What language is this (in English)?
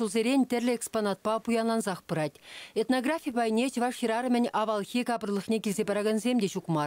Chuvash